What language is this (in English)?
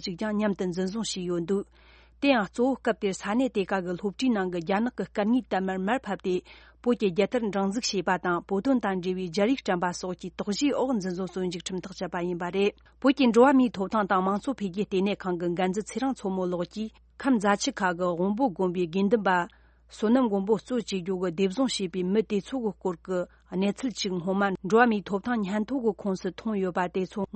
Tibetan